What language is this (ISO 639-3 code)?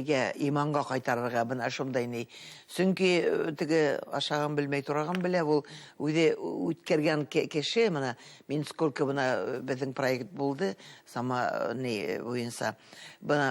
bak